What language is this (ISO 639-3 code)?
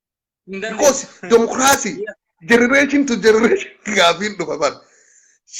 orm